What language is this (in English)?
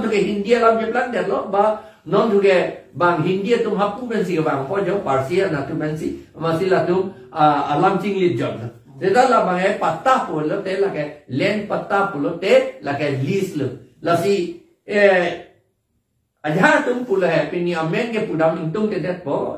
Karbi